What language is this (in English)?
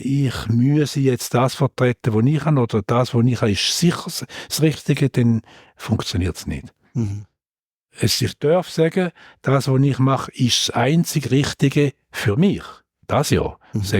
Swiss German